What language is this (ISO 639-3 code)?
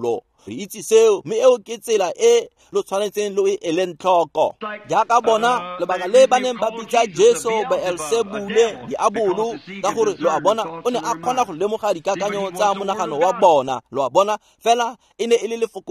tsn